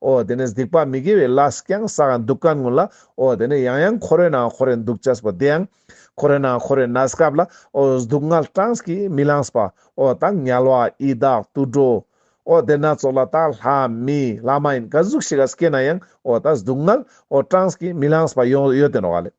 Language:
Ladakhi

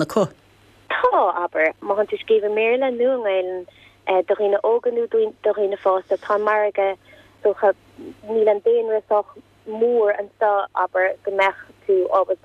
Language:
Irish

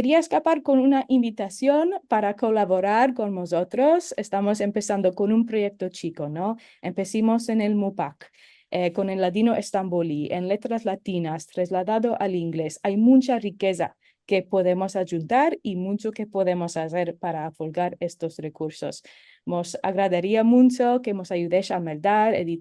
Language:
Ladino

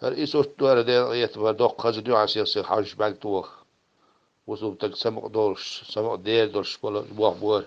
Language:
Chechen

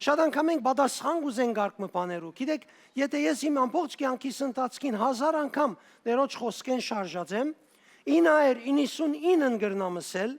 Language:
Western Armenian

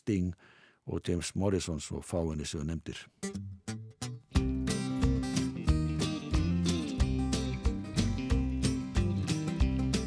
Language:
Icelandic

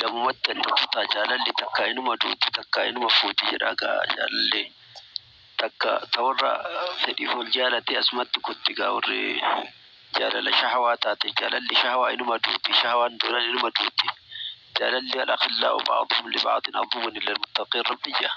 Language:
Oromo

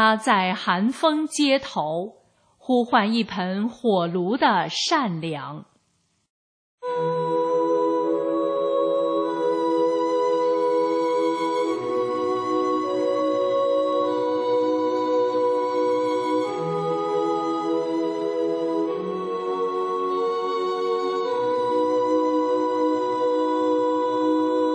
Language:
Chinese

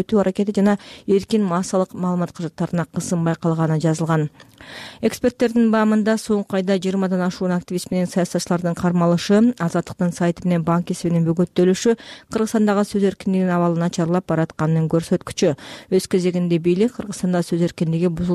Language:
Kyrgyz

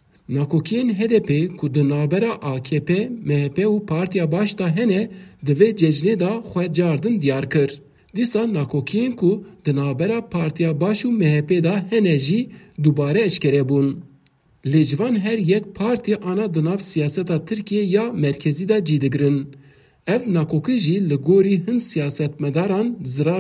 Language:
Kurdish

